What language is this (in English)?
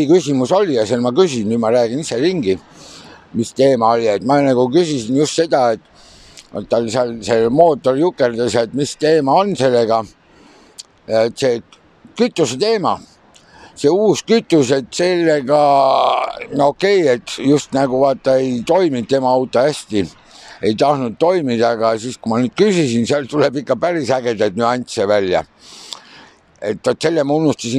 Estonian